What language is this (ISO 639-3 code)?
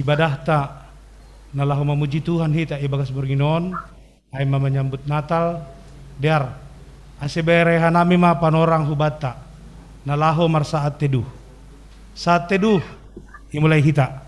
bts